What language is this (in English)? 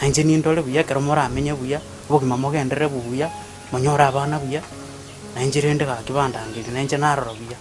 Gusii